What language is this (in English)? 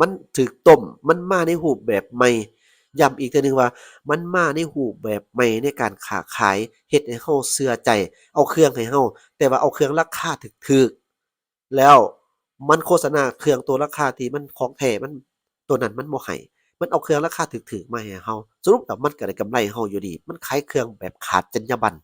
Lao